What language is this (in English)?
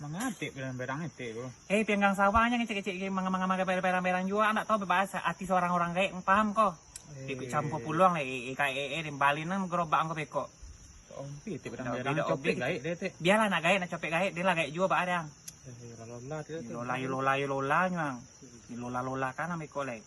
Minangkabau